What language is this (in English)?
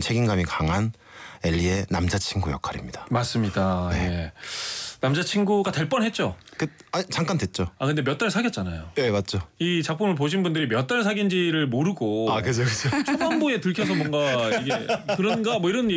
Korean